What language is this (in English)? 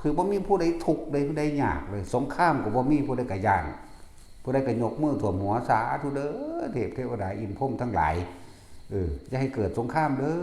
Lao